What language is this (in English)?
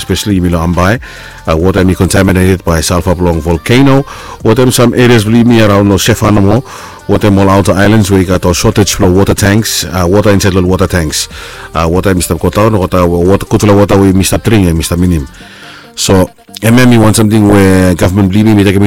Bislama